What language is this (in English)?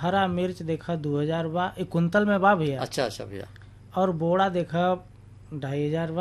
Bhojpuri